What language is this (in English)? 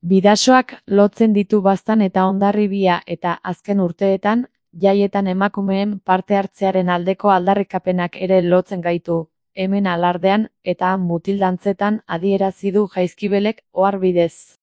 Basque